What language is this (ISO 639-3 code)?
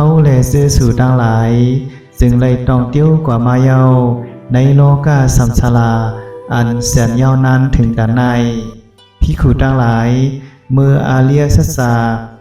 shn